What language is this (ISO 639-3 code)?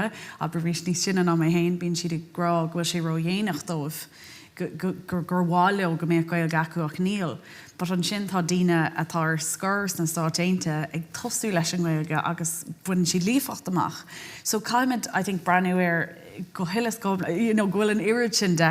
gle